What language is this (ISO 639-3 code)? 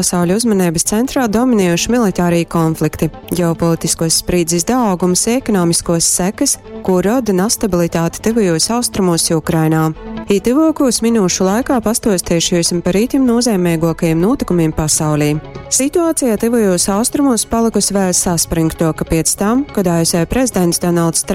ltg